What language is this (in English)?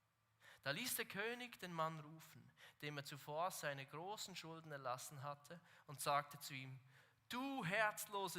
Swiss German